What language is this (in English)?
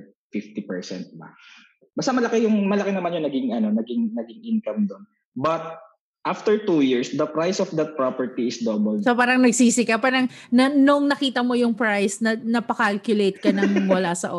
Filipino